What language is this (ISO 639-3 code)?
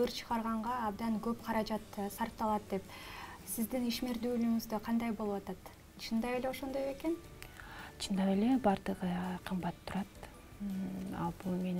kir